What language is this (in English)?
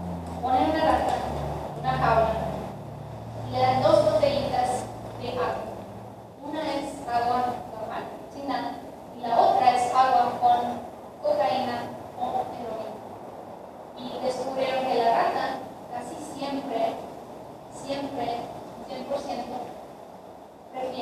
Spanish